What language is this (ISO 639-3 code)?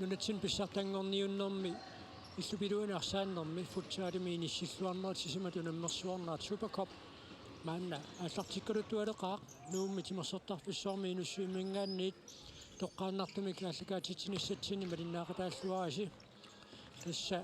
kal